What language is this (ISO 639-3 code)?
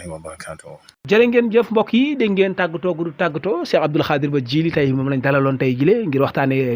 wol